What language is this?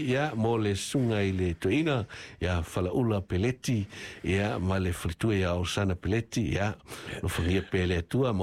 Samoan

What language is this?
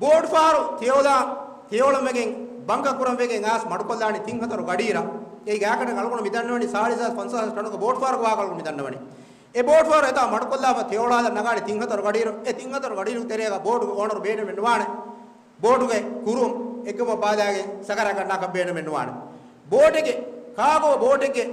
Divehi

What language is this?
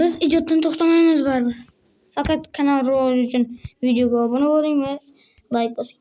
Uzbek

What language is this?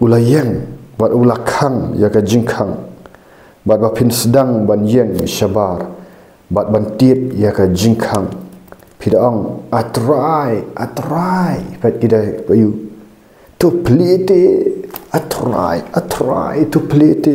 Khasi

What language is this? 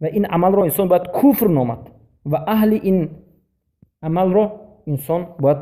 Persian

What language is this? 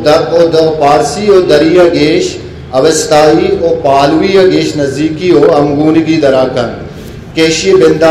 Eastern Balochi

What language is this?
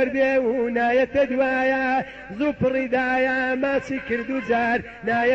Central Kurdish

